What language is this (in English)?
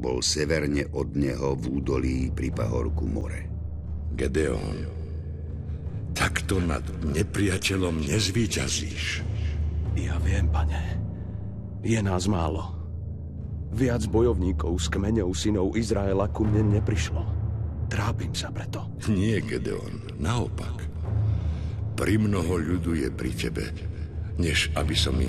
Slovak